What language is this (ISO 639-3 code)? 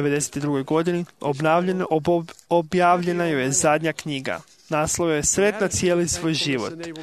hrv